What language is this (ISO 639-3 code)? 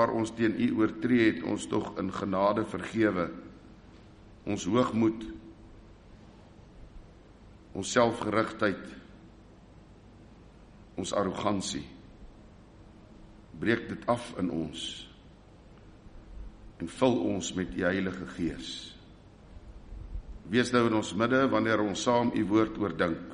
afr